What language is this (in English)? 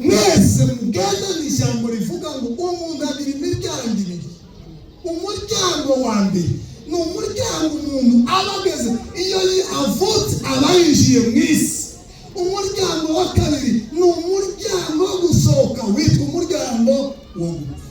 Kinyarwanda